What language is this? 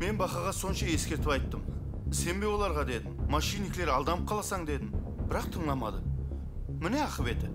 Kara-Kalpak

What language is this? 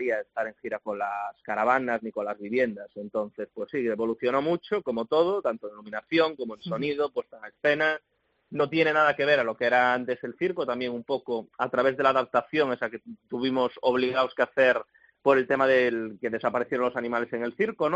Spanish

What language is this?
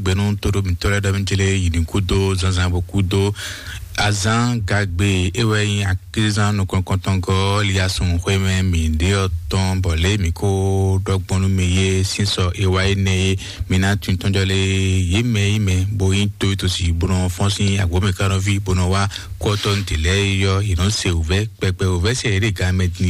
Fon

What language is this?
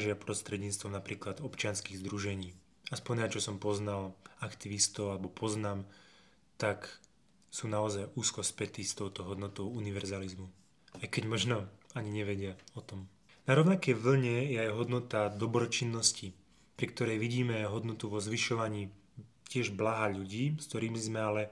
Slovak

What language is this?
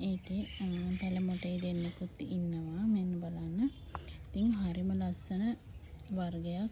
Sinhala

